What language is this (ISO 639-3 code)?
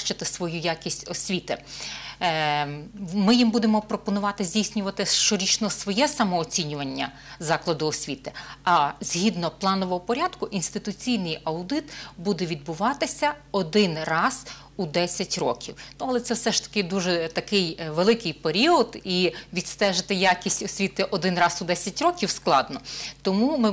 ukr